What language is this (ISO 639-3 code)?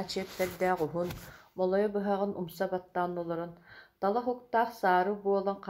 sah